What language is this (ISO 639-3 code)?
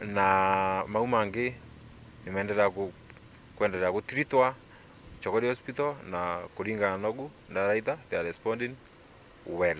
mer